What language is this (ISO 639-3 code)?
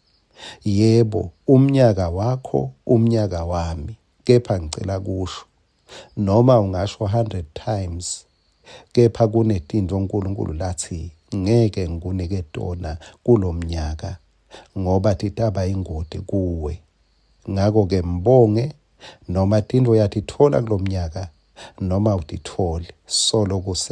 ssw